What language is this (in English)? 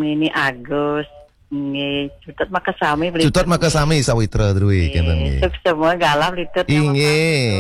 Balinese